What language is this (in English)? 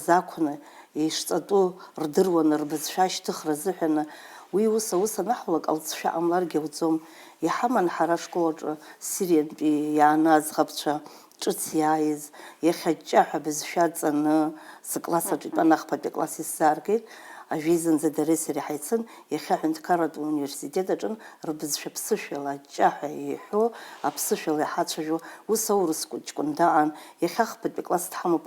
Abkhazian